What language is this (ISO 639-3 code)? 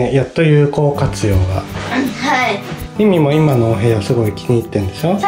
jpn